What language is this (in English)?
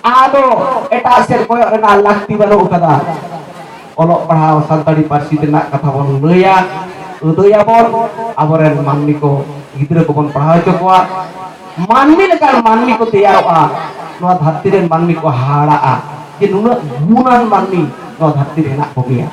Santali